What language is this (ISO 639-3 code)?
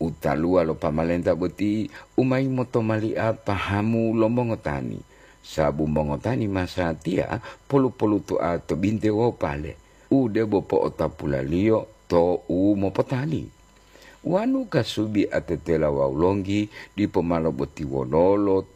gor